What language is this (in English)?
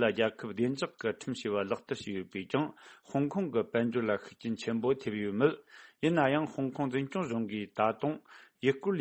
Tibetan